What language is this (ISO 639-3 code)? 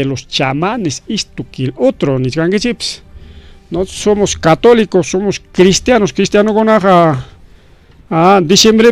quy